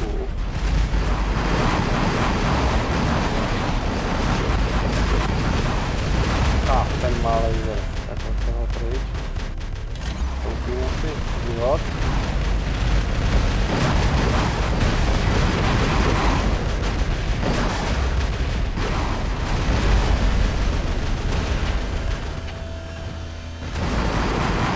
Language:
Czech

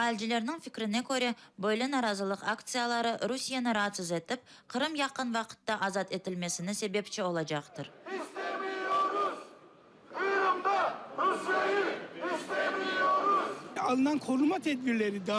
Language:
Crimean Tatar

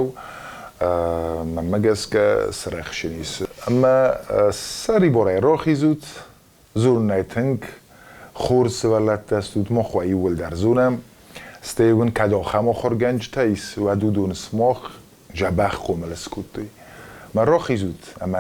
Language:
Ossetic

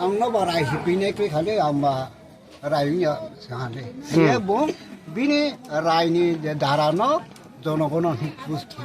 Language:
Riang (India)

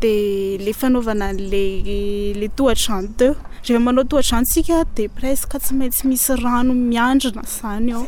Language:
Malagasy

